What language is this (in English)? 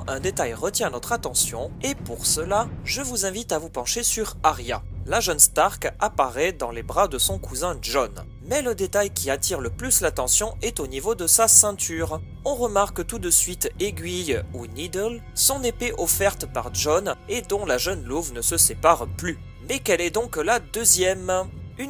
French